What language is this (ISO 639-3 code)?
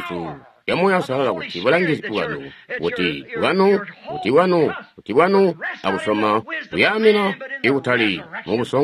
toi